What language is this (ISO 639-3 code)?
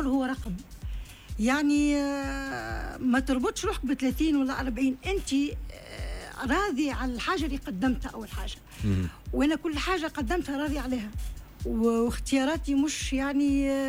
aeb